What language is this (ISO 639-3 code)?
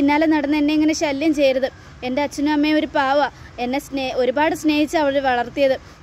mal